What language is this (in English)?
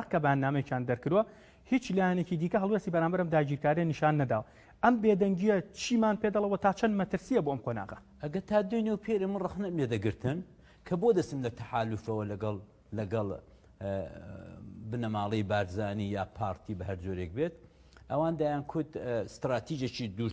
Central Kurdish